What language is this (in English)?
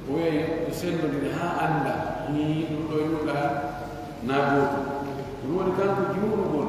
Pular